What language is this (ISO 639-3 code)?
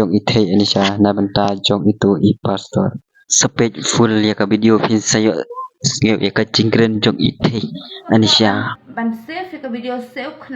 kha